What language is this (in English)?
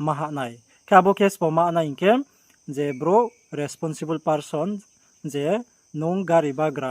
Riang (India)